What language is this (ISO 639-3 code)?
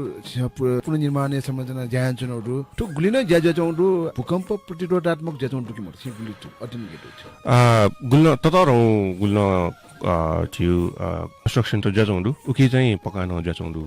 new